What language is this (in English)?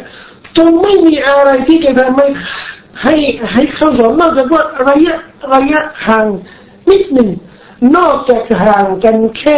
Thai